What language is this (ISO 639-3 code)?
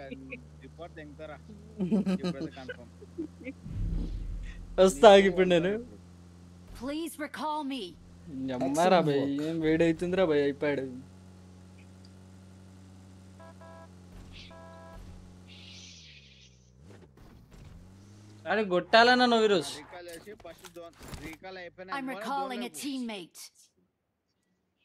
tel